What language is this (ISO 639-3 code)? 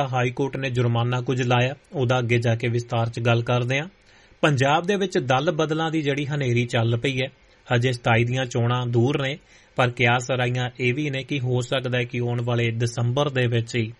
pan